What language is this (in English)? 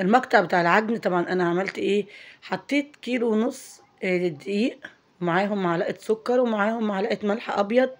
Egyptian Arabic